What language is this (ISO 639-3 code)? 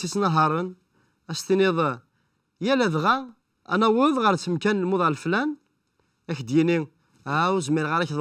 kab